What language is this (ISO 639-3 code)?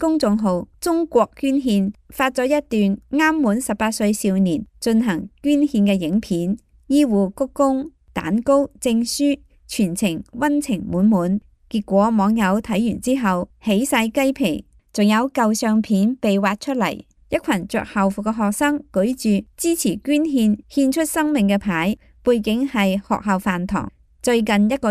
yue